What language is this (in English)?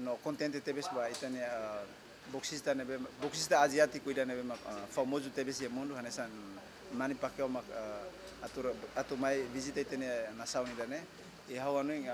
Tetum